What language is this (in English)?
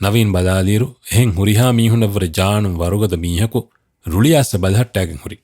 Divehi